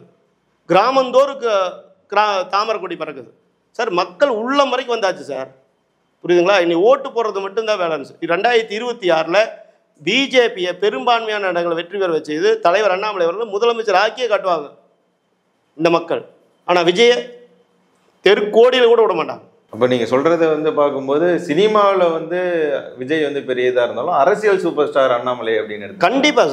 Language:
Tamil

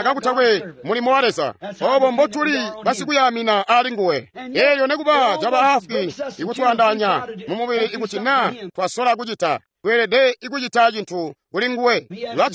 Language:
Tonga (Zambia)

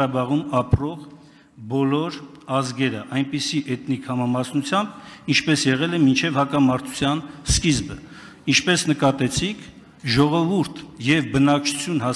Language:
Armenian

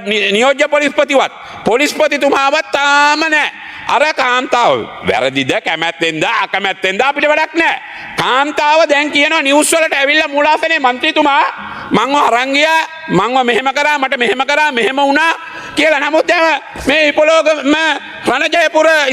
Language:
Sinhala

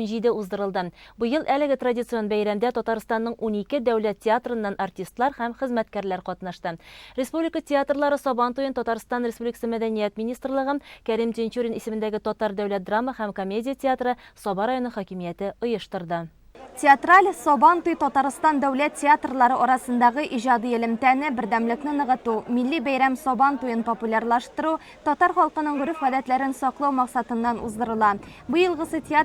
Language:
Tatar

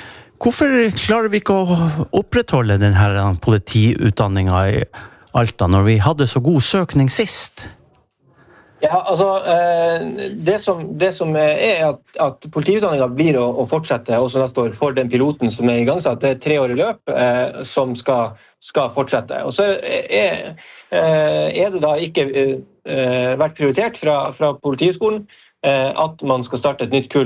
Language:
Norwegian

